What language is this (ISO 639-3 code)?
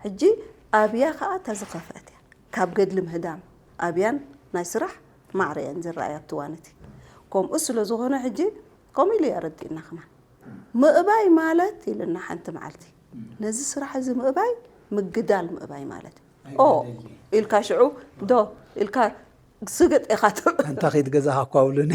tir